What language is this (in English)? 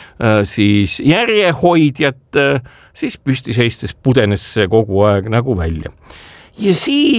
Estonian